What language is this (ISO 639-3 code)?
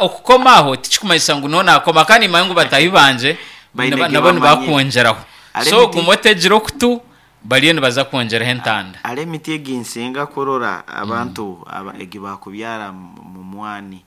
nyn